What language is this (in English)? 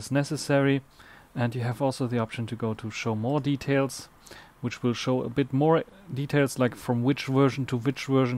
English